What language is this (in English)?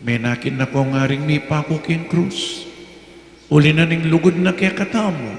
Pampanga